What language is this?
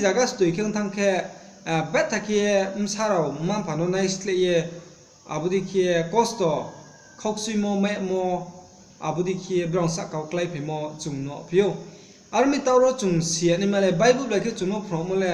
Riang (India)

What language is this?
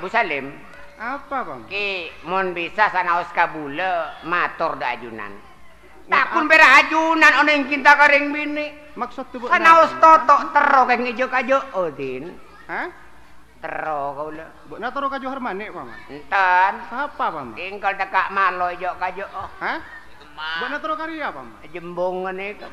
Madurese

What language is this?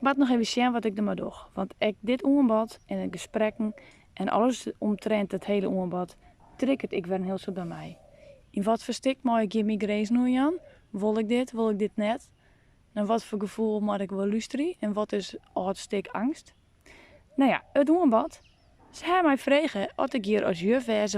Western Frisian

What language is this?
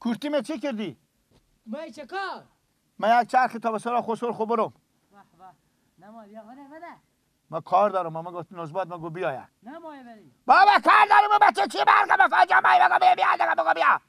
Persian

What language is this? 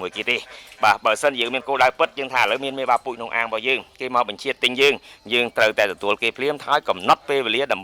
Khmer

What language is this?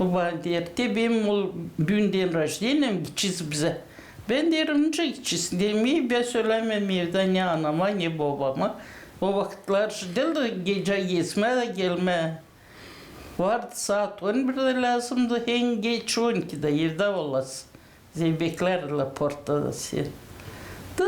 Gagauz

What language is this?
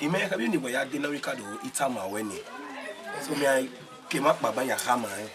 Bini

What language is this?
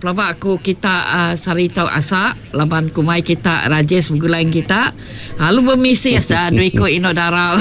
Iban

